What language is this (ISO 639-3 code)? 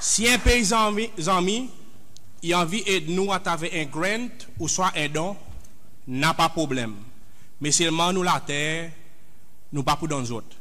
crs